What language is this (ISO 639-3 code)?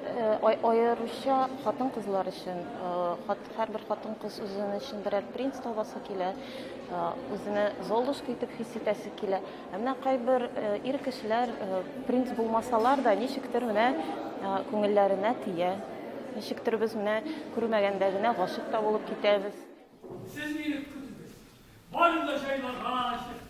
tat